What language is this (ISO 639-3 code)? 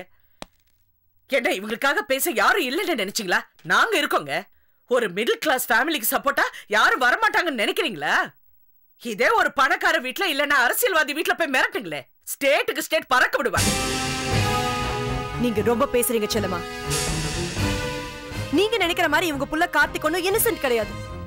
tam